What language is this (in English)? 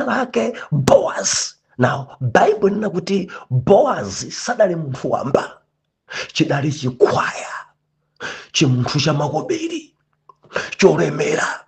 Nyanja